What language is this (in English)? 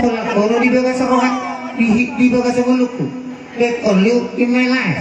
Batak Toba